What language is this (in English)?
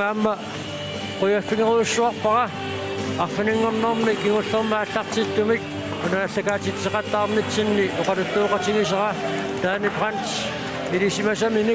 Kalaallisut